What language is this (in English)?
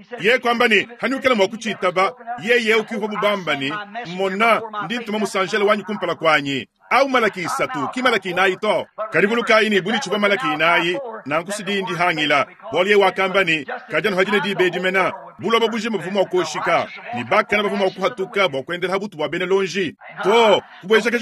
Luba-Lulua